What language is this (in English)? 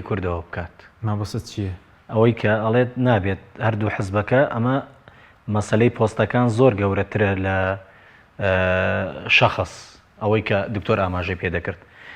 Central Kurdish